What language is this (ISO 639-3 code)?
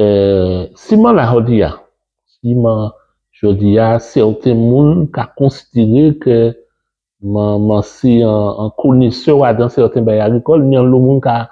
gcf